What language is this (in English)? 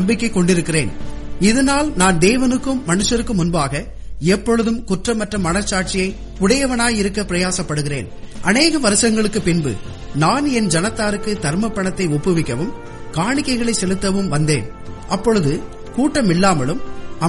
Tamil